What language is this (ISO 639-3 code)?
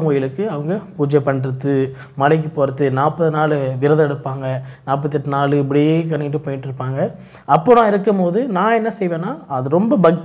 tam